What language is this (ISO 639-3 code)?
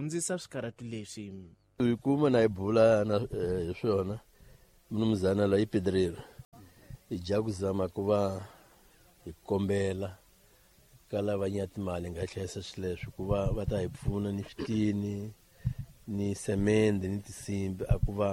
tso